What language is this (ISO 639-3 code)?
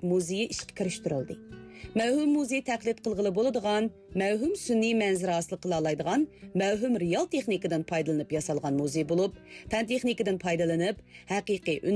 uig